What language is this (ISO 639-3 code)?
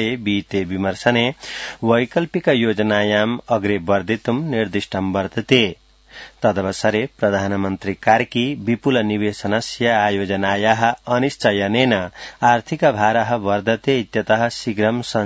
san